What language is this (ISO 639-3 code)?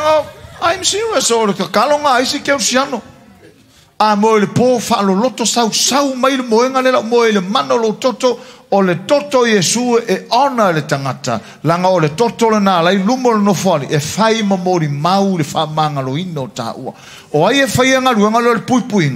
smo